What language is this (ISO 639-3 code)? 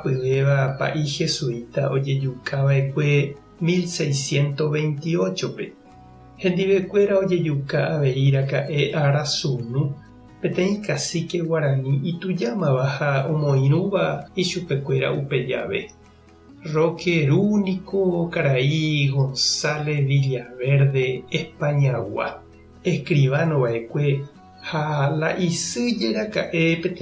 grn